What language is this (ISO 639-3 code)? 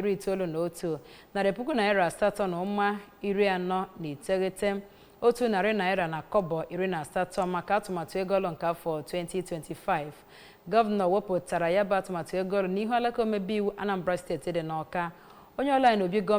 ibo